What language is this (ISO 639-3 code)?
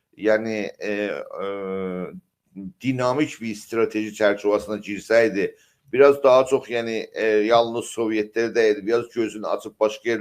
azb